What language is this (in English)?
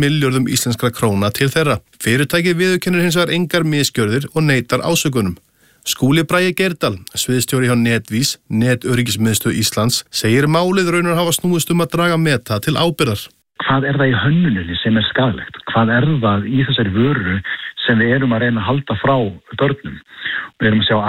Icelandic